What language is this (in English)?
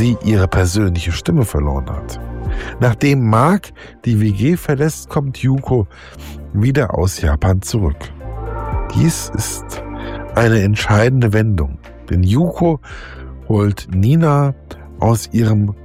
German